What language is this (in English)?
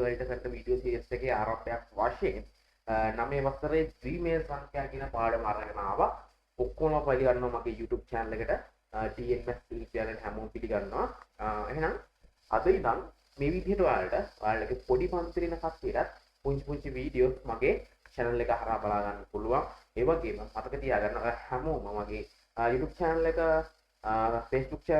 Sinhala